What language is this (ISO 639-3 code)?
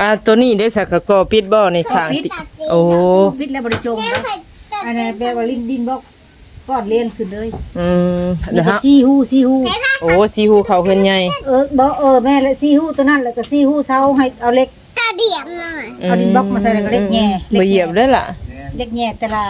tts